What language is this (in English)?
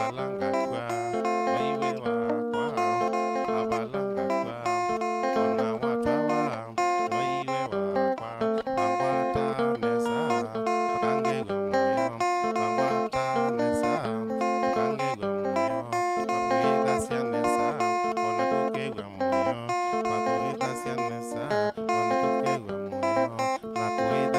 Kamba